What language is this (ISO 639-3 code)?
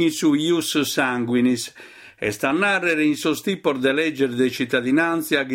srd